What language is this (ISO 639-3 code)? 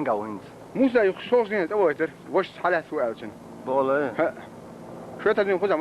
che